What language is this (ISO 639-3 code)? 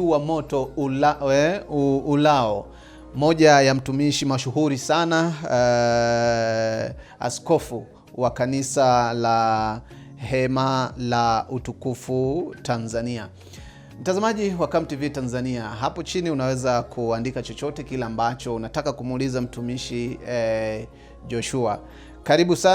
swa